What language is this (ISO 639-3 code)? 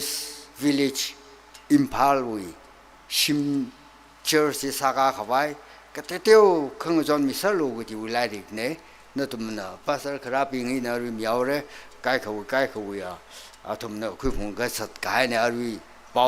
nmf